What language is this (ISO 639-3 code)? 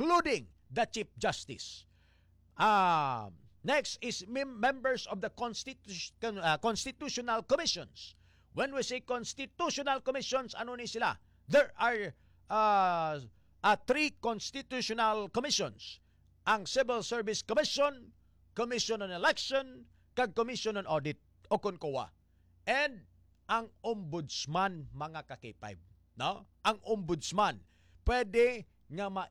hil